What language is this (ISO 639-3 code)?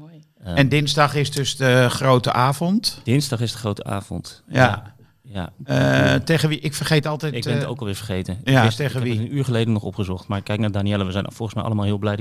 nld